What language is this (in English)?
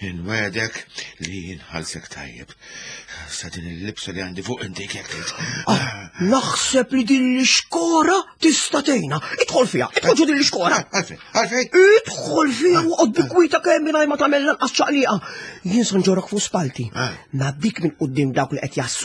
Maltese